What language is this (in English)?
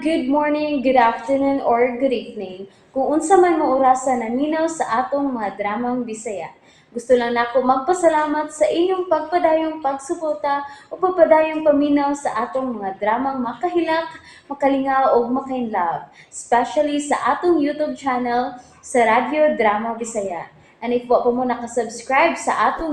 Cebuano